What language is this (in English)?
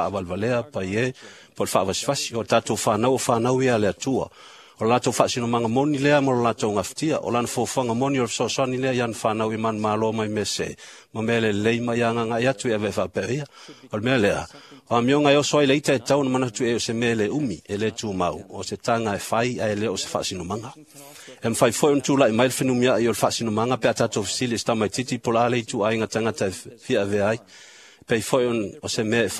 Samoan